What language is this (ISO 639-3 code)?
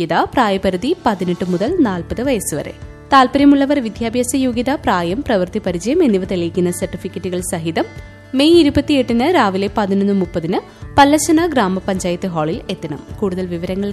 mal